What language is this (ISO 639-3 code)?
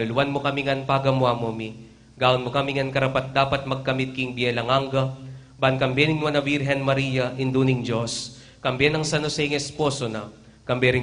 pam